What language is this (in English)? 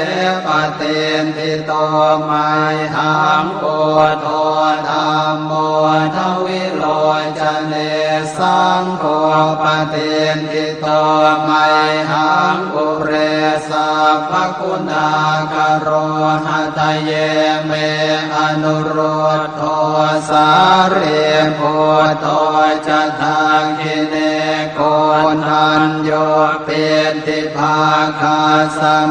Pali